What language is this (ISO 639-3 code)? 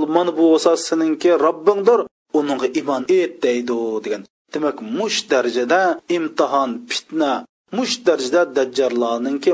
uig